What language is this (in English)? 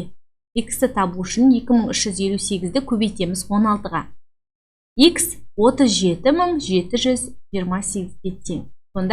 Kazakh